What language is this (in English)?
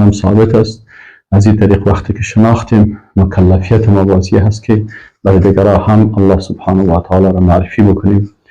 Persian